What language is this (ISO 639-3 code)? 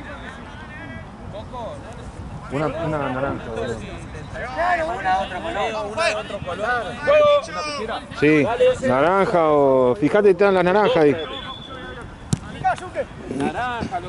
spa